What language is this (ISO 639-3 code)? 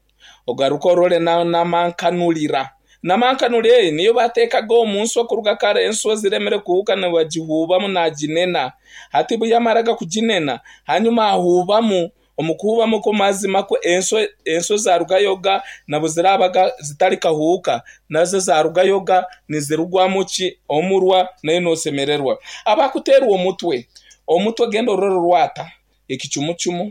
nyn